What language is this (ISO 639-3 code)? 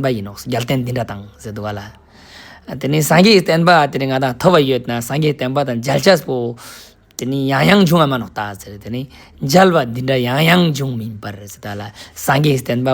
lbj